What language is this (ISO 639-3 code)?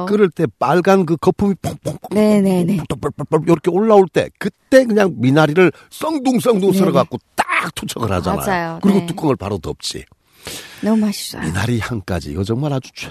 kor